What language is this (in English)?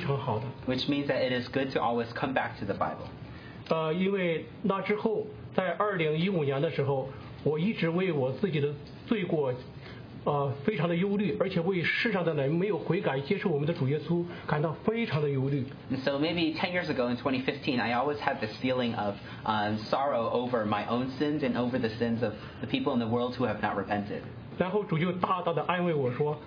Chinese